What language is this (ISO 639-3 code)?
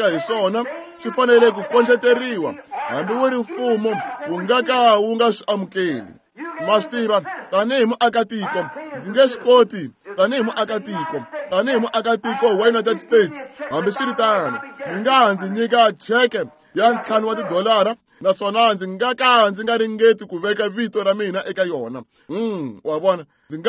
tso